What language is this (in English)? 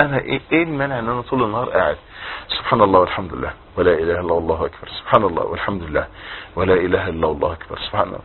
Egyptian Arabic